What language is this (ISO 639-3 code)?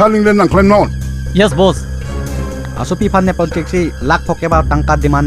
mjw